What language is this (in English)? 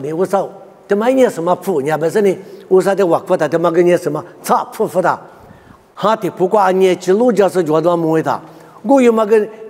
Lisu